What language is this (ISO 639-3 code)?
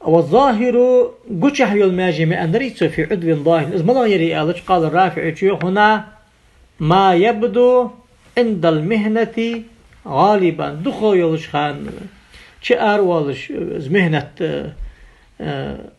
inh